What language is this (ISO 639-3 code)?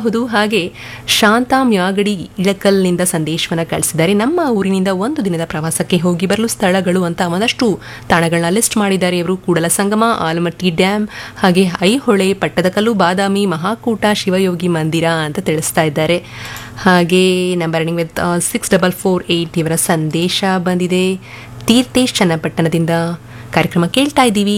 kan